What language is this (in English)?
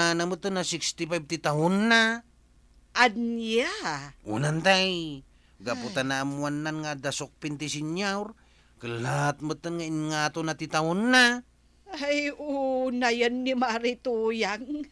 Iloko